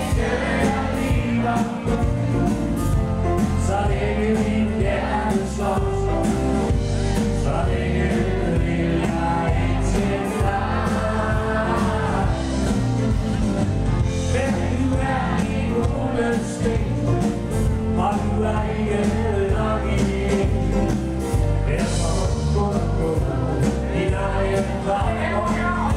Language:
Danish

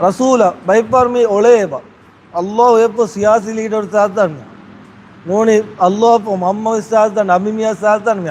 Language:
Divehi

